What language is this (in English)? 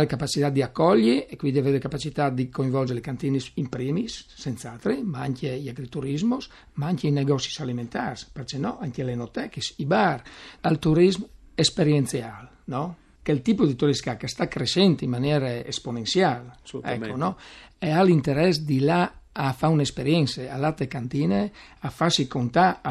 Friulian